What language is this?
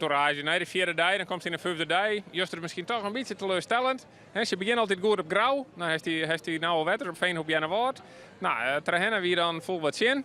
Western Frisian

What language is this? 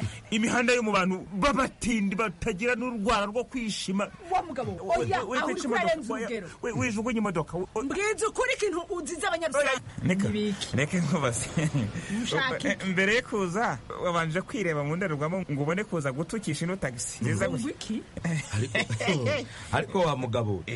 Kinyarwanda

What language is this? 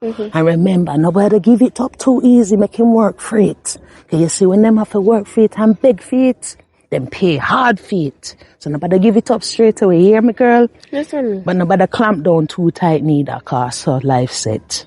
Jamaican Creole English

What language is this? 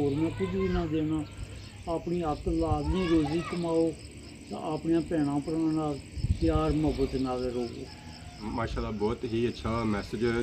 Pahari-Potwari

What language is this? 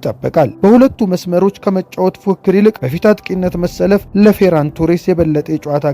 Amharic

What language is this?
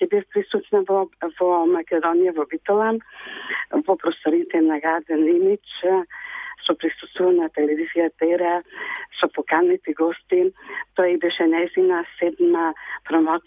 Macedonian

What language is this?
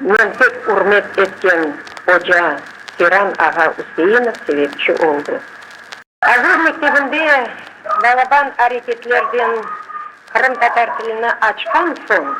Crimean Tatar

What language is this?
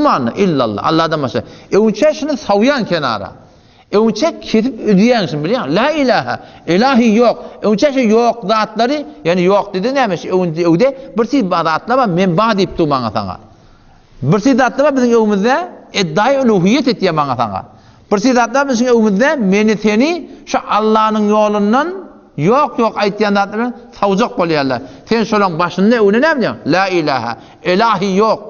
Turkmen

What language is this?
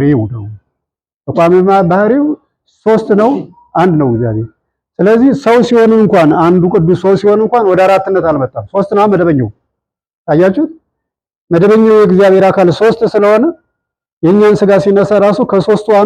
Amharic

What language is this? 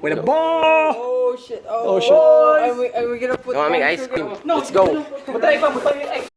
Cebuano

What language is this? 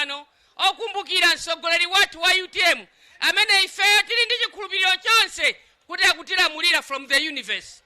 Nyanja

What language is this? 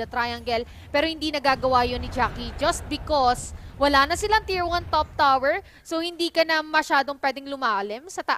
Filipino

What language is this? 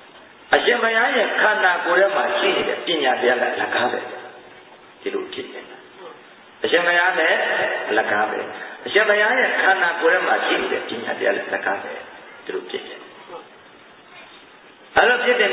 Burmese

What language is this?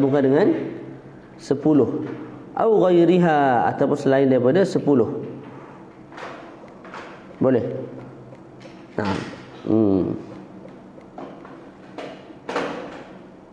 Malay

